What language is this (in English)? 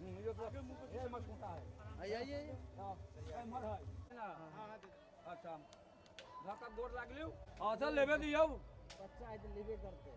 Maithili